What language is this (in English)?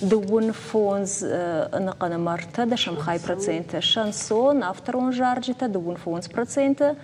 Ossetic